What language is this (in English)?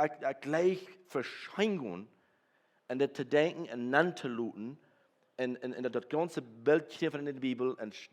Plautdietsch